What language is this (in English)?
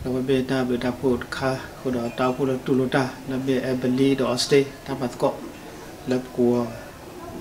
S'gaw Karen